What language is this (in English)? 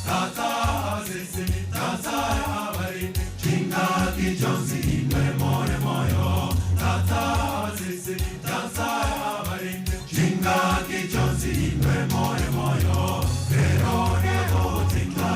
Gusii